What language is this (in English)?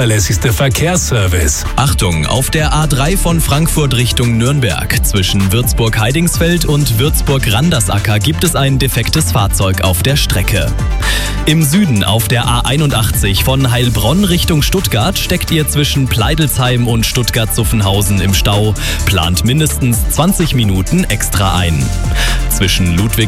German